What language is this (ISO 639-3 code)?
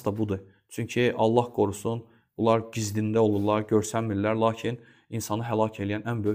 aze